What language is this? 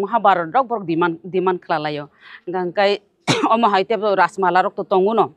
Kok Borok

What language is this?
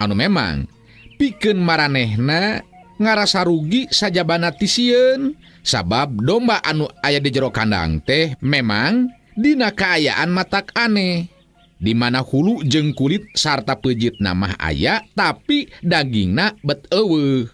Sundanese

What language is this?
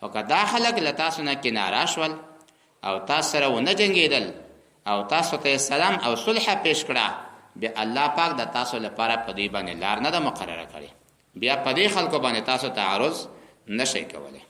Pashto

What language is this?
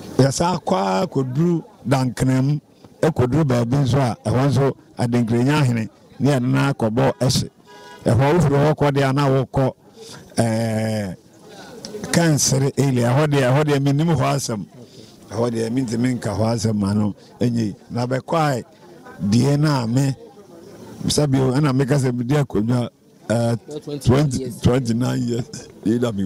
Akan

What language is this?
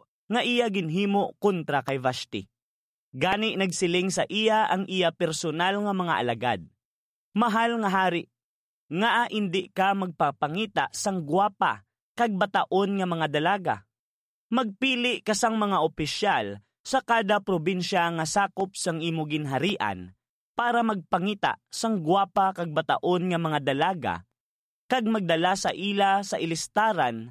Hiligaynon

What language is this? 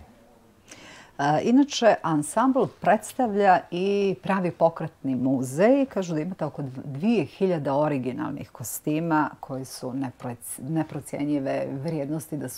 Bosnian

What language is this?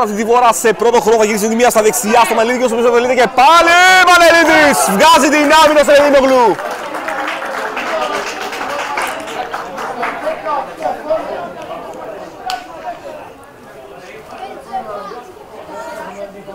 Greek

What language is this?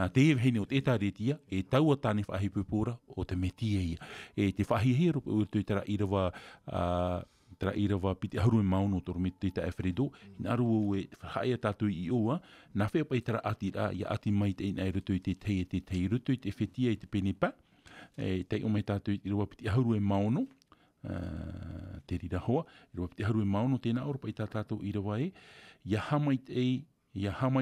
Tahitian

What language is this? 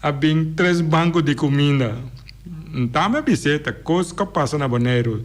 Papiamento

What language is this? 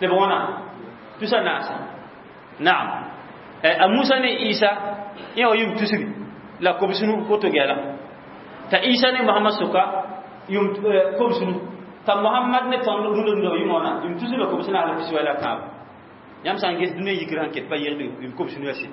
Mossi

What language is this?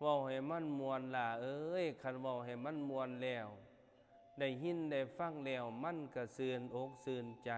Northeastern Thai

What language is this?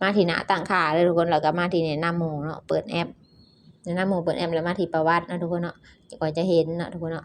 Lao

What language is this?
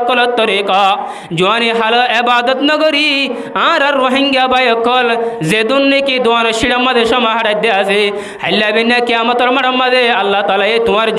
Rohingya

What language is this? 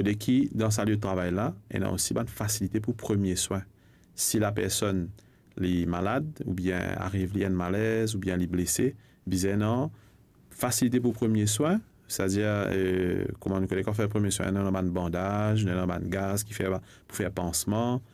Morisyen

